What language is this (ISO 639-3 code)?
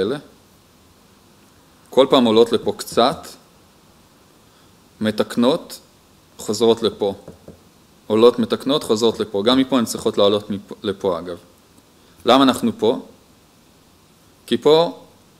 heb